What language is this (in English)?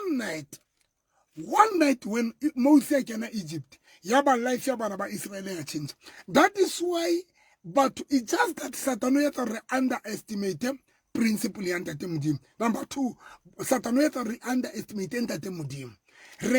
Southern Sotho